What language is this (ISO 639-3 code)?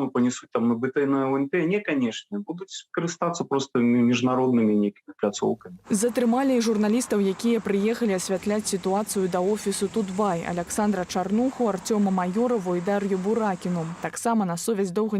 bel